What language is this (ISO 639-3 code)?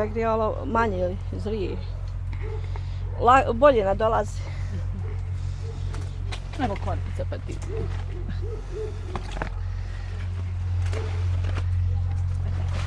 bos